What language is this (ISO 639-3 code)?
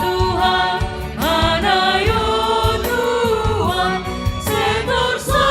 bts